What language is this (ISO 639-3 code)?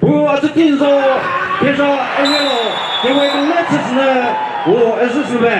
nri